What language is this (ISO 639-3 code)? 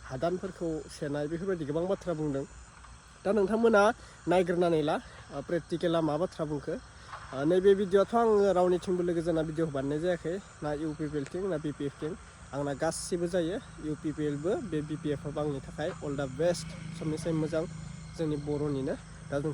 brx